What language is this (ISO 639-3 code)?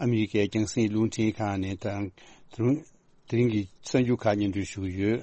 bod